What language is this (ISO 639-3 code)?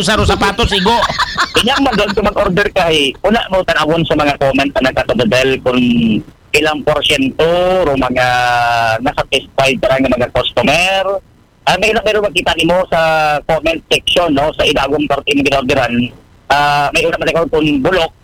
akl